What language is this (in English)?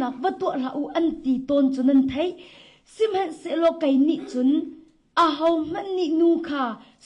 Hakha Chin